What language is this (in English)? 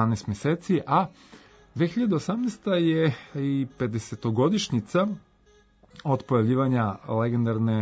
Serbian